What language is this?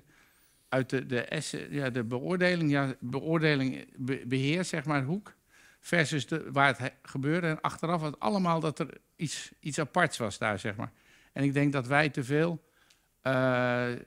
Dutch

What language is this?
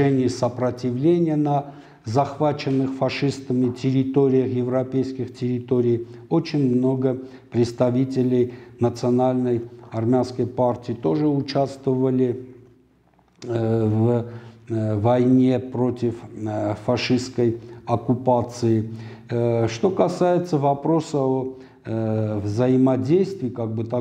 Russian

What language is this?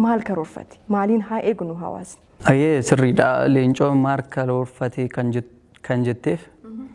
Oromo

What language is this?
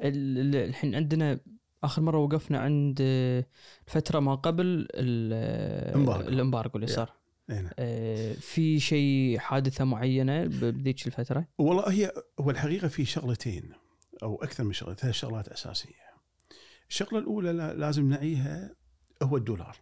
Gulf Arabic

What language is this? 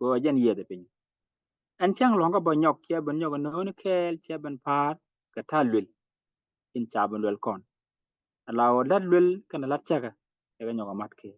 Nuer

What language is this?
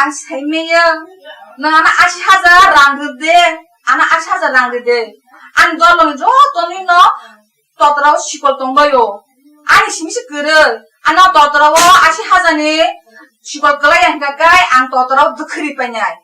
Kok Borok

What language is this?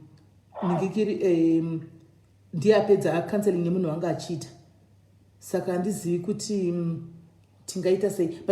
Shona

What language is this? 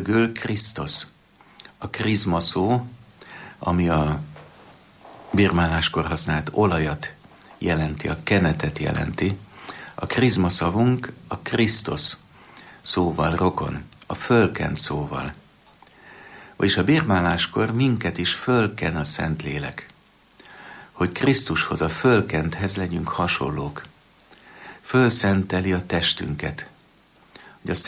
Hungarian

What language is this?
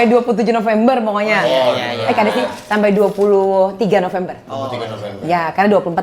Banjar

